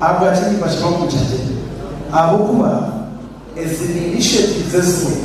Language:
Nyankole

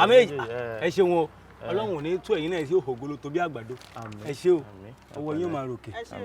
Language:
Yoruba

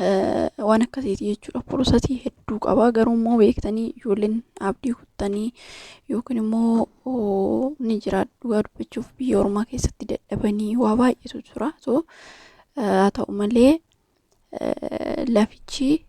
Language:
Oromo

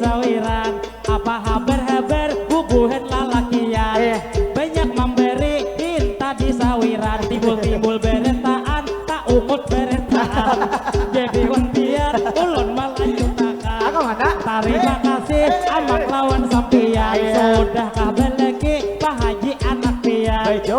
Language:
Banjar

